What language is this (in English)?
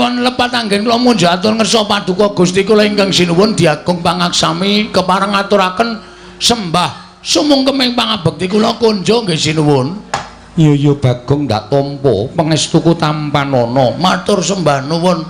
Javanese